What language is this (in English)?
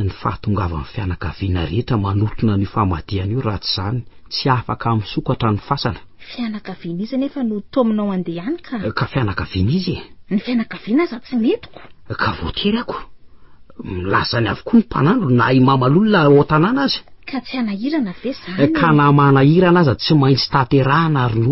Malagasy